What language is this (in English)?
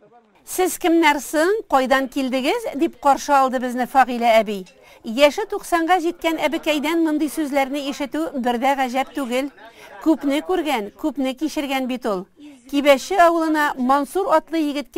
Tatar